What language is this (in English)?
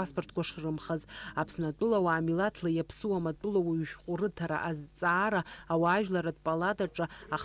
Abkhazian